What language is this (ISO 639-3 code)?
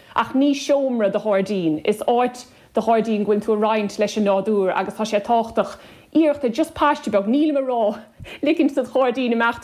gle